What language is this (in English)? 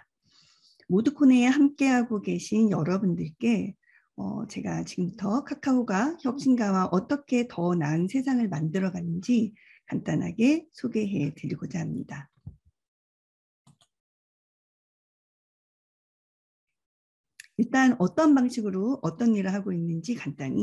Korean